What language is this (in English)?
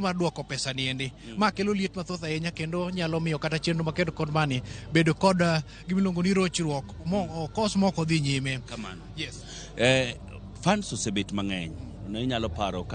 Luo (Kenya and Tanzania)